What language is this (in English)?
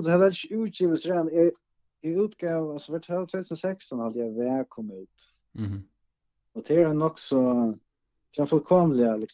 Faroese